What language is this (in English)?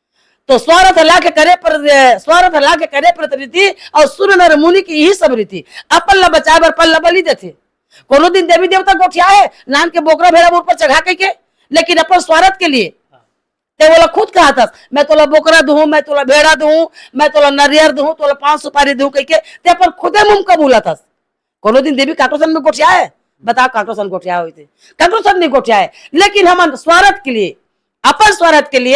Chhattisgarhi